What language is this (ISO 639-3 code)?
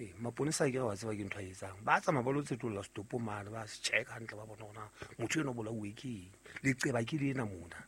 sot